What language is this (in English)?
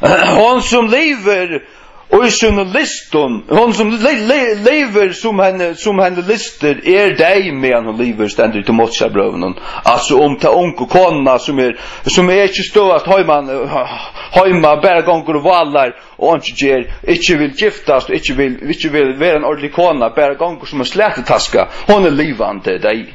Faroese